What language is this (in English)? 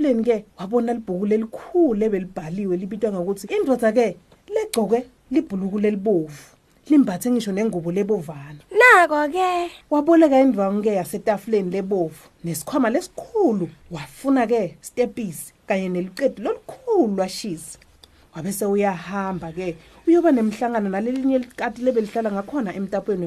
Swati